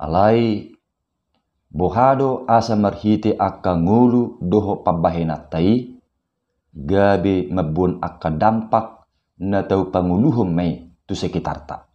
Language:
Batak Toba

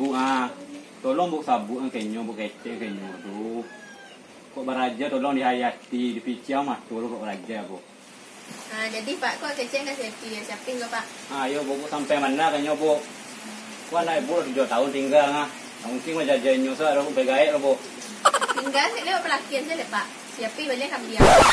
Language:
Minangkabau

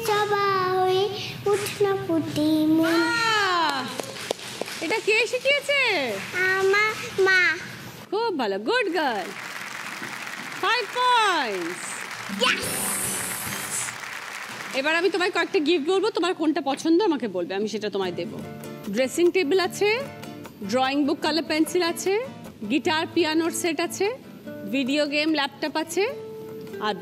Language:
Bangla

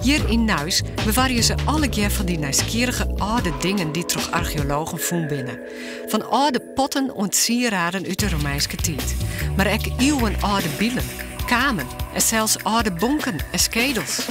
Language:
Western Frisian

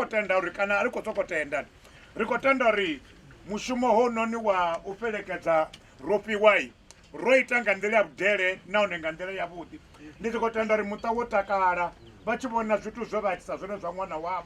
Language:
Venda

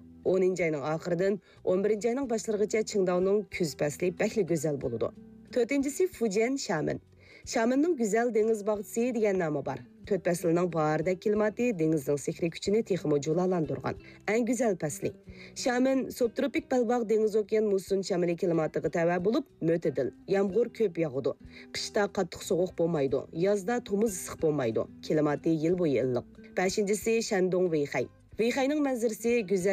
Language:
Uyghur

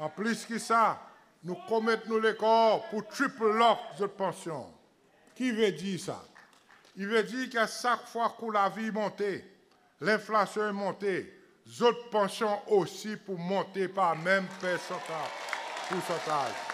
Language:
Seselwa Creole French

